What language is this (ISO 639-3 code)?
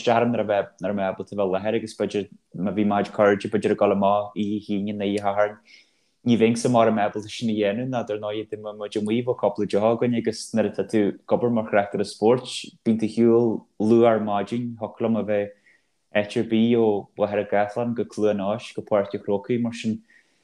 gle